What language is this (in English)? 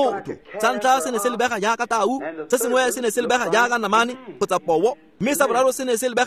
Tswana